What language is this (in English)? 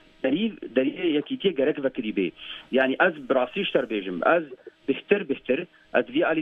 Kurdish